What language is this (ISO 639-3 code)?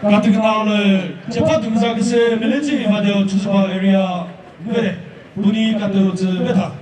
nri